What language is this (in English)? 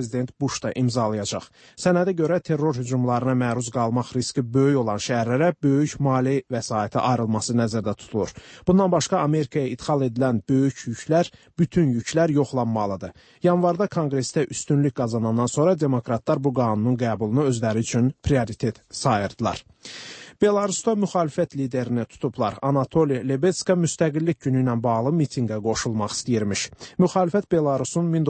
Azerbaijani